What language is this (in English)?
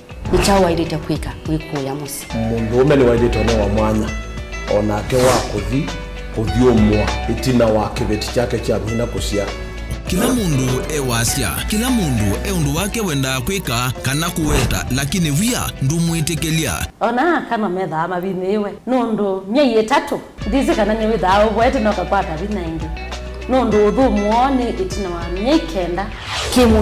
Kamba